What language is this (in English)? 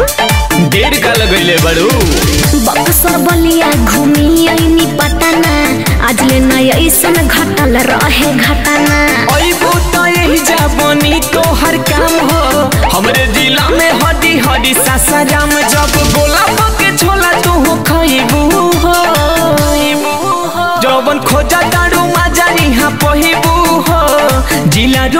Bhojpuri